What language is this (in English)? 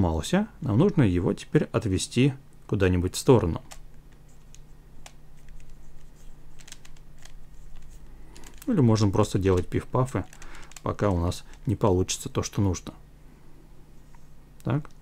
Russian